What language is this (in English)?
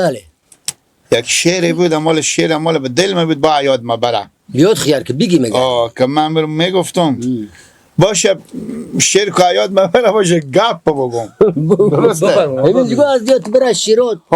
Persian